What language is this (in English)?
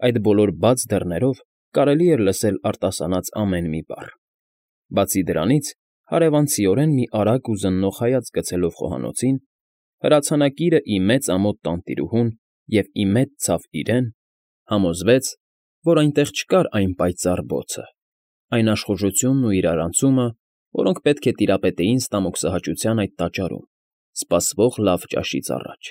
Armenian